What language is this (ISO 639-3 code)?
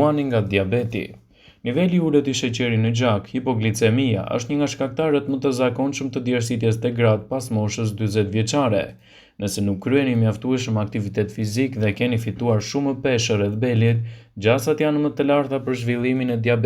sqi